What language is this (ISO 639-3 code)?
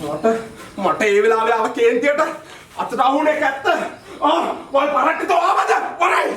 sin